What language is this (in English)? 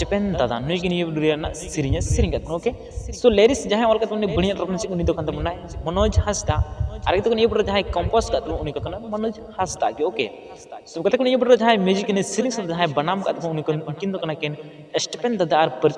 Santali